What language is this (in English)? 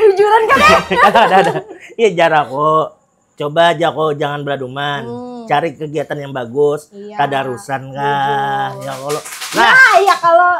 Banjar